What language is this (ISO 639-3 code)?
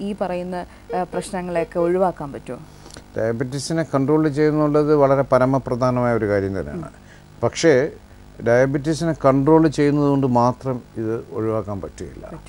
mal